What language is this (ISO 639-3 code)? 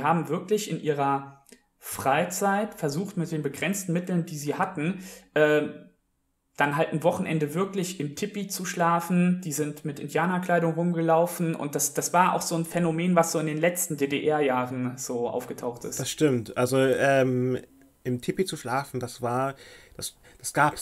deu